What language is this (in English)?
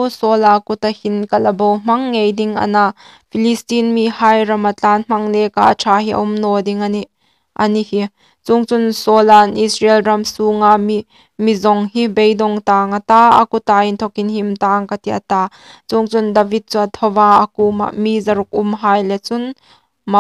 Hmar